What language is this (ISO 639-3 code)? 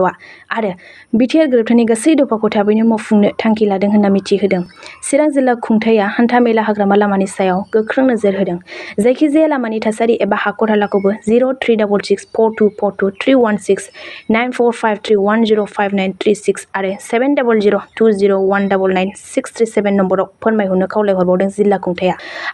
brx